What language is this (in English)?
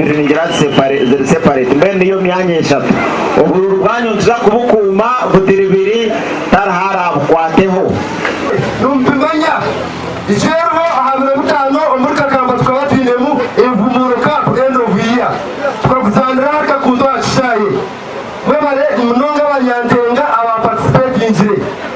Nyankole